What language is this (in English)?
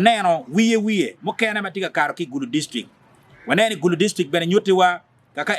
Acoli